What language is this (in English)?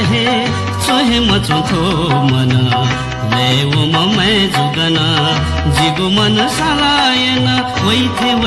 Newari